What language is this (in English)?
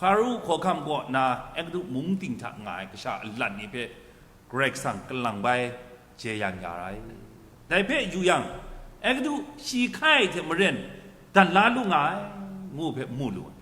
Kachin